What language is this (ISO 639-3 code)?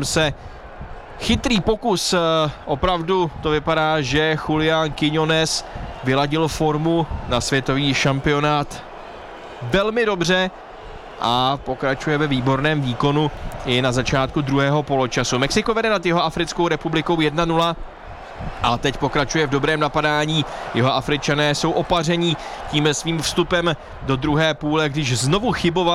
ces